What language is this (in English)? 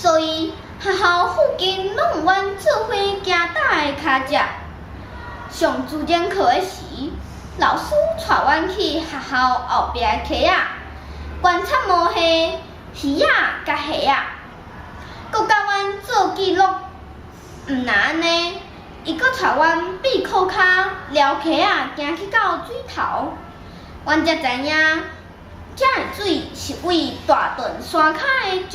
Min Nan Chinese